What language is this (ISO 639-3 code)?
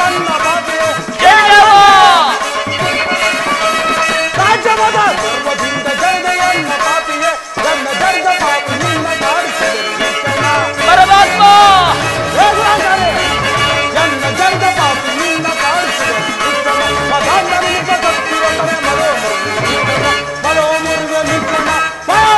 kan